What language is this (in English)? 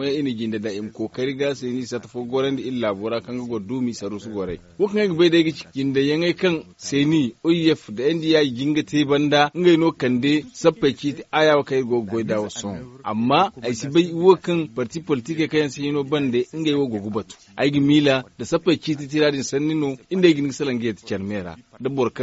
Zarma